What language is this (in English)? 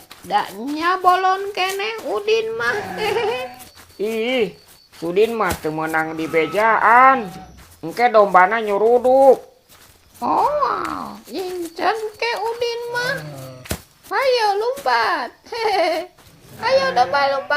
Sundanese